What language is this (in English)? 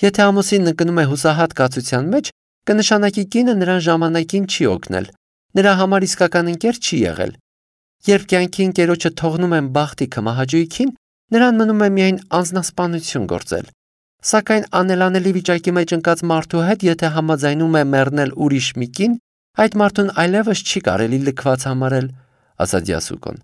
Armenian